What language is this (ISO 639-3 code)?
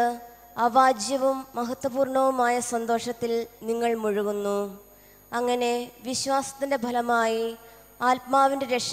mal